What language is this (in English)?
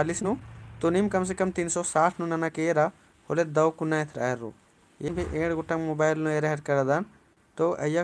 Kurukh